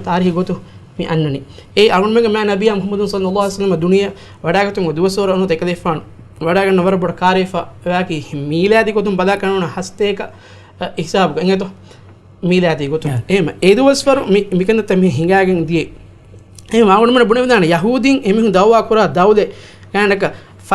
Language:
Divehi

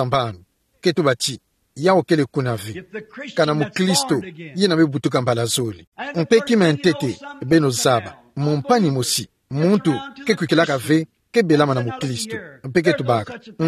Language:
Kituba (Democratic Republic of Congo)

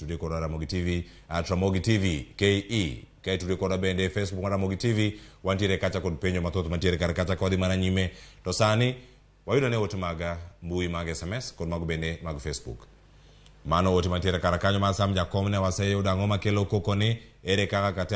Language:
Luo (Kenya and Tanzania)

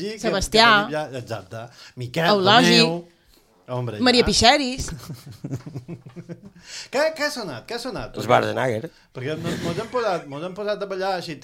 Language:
Catalan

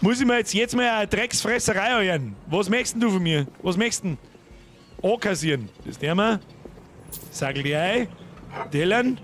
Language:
Bavarian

